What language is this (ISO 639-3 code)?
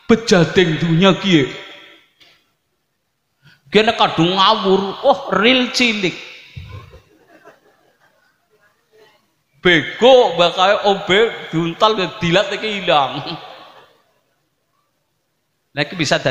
jav